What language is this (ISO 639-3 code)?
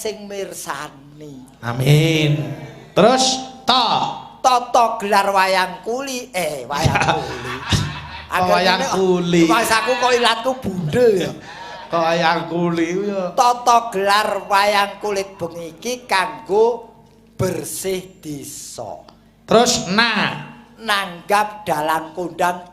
jav